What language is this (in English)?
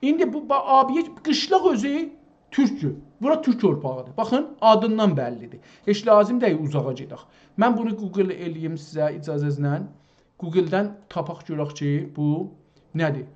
South Azerbaijani